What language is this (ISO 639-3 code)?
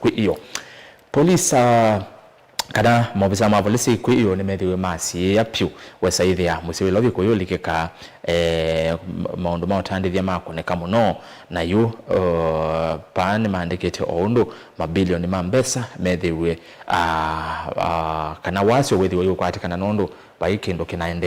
kam